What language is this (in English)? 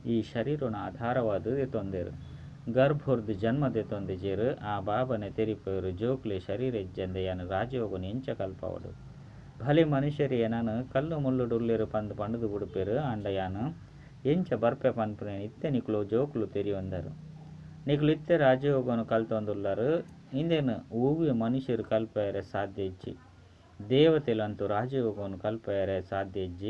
Tulu